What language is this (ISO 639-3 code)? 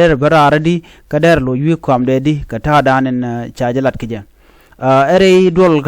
nus